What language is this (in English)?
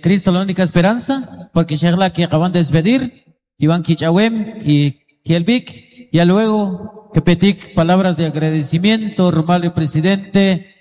Kʼicheʼ